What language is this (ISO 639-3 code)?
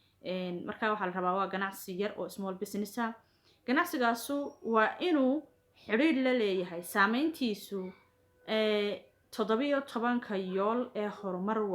som